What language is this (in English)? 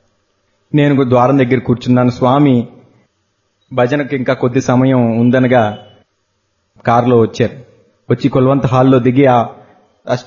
Telugu